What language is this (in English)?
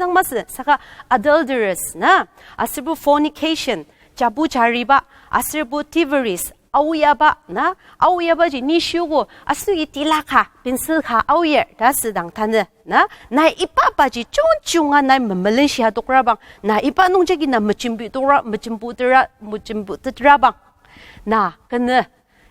Ao Naga